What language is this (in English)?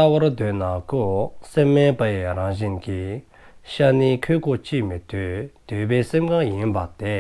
Dzongkha